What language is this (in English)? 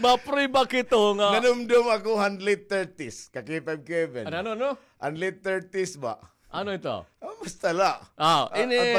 Waray